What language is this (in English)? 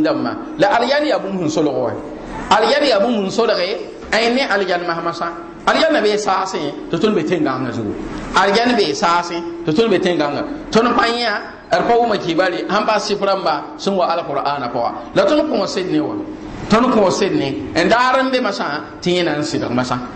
Mossi